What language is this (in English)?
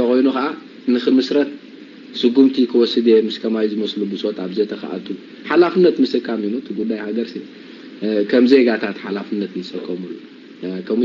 Tigrinya